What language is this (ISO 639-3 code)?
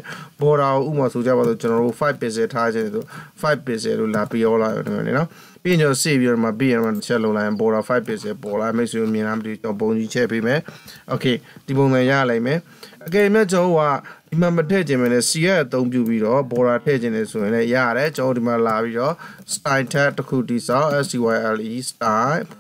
mya